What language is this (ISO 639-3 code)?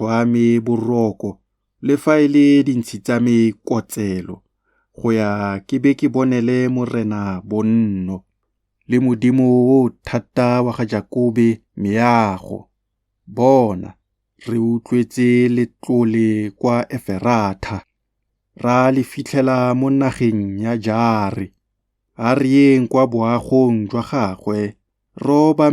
tsn